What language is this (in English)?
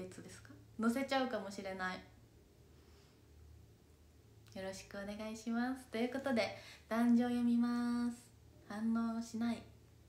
Japanese